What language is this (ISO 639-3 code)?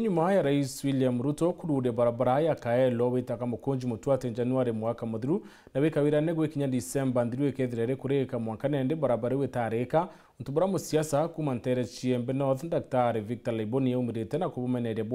mer